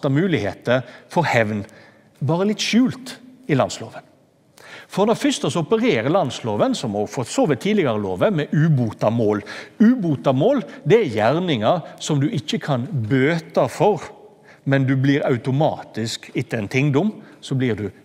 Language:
Norwegian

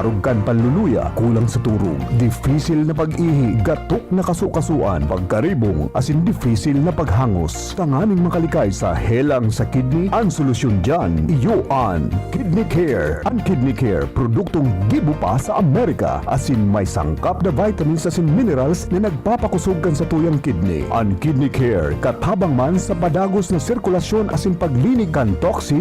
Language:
Bikol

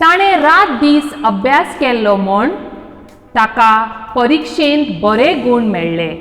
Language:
Konkani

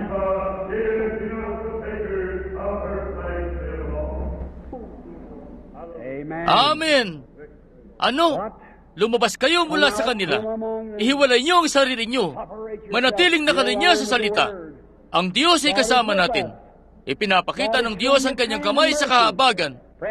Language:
Filipino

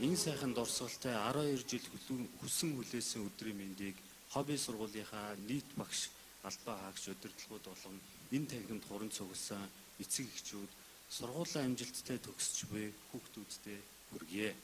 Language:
Mongolian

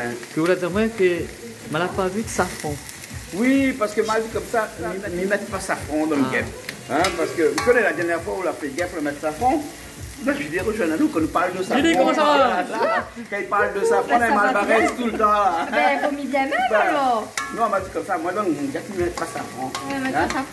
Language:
Réunion Creole French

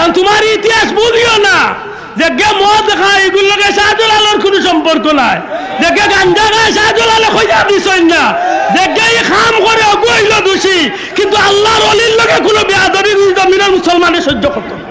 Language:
Sylheti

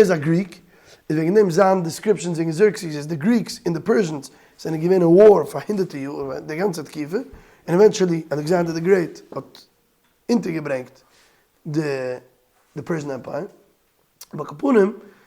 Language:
Yiddish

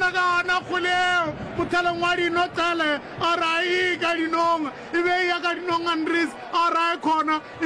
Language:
Northern Sotho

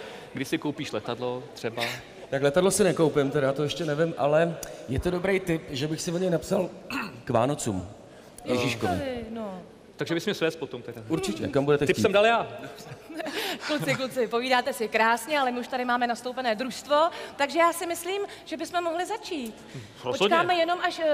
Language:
Czech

